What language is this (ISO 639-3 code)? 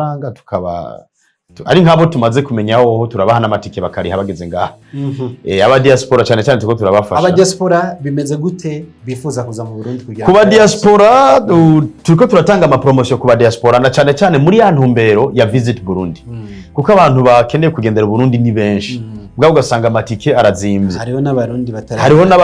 run